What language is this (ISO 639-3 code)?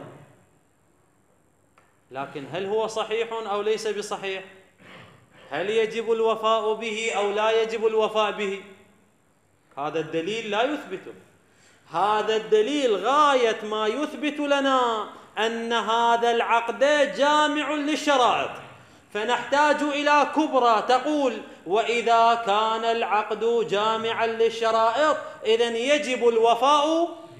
ara